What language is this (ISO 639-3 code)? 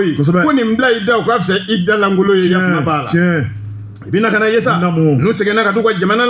bam